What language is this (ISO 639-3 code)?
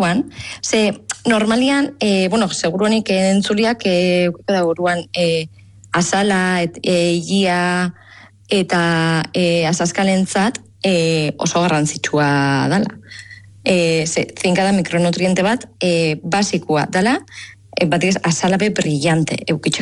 eus